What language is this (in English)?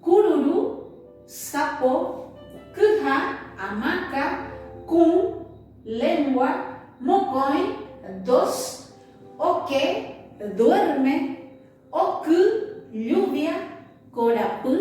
Guarani